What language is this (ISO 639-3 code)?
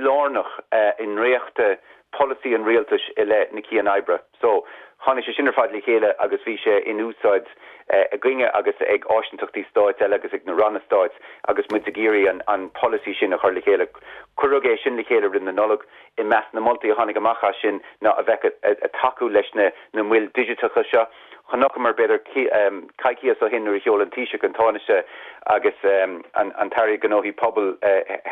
gle